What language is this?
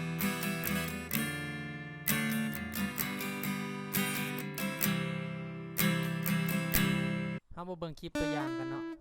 Lao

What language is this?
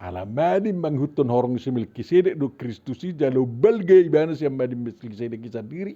Batak Toba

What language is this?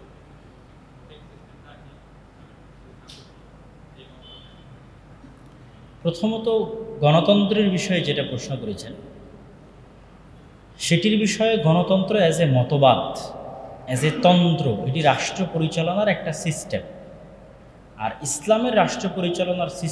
Bangla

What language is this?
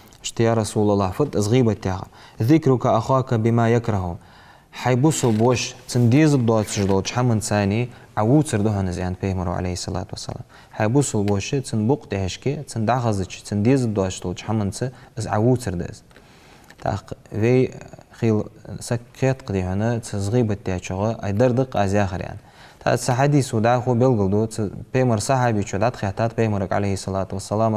Ingush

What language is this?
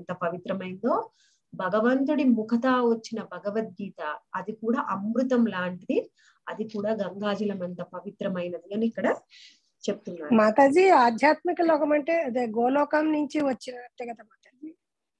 Telugu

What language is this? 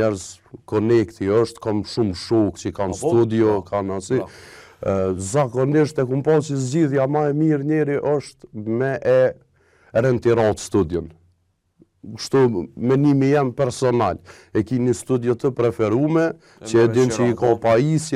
Albanian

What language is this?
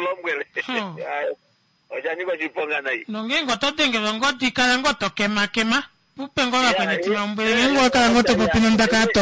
Kuanyama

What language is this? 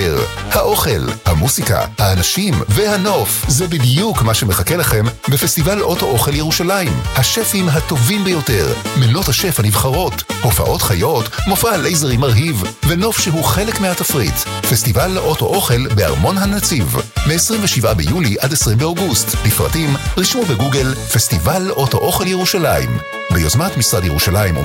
Hebrew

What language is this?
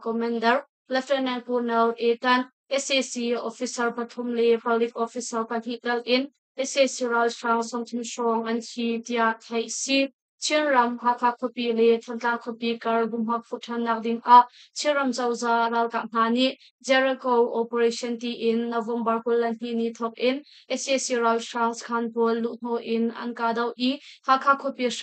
Hakha Chin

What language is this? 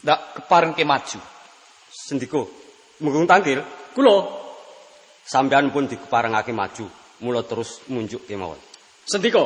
Javanese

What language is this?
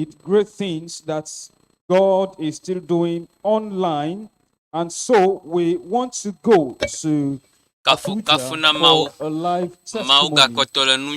Ewe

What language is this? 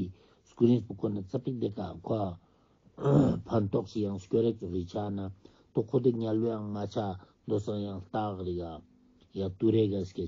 Ladakhi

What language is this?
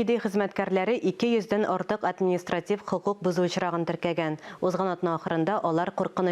Tatar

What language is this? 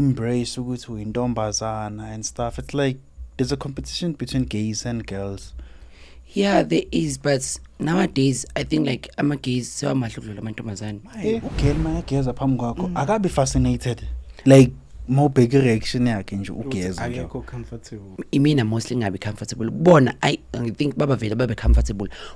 Zulu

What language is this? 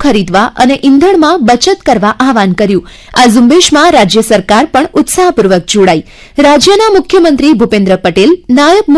Gujarati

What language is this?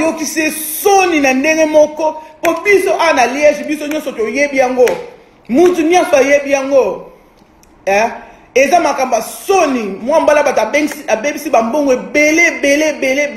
Lingala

